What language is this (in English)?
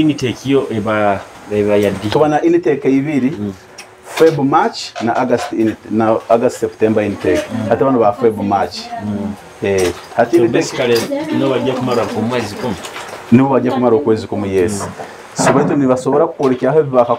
Nyoro